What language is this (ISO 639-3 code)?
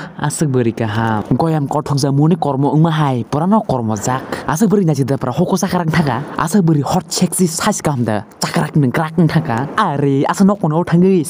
trp